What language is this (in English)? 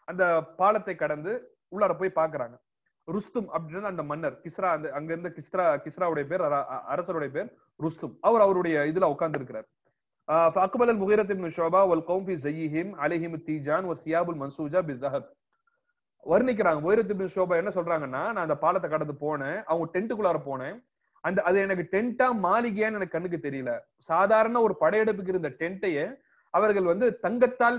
Tamil